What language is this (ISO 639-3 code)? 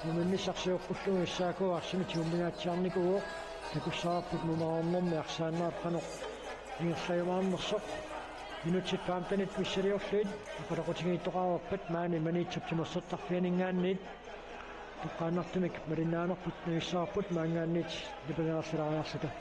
kal